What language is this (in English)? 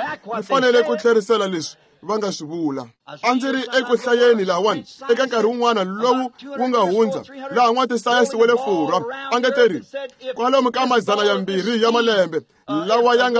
Tsonga